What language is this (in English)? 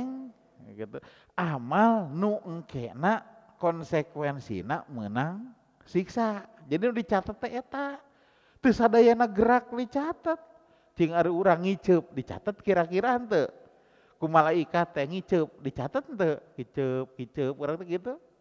Sundanese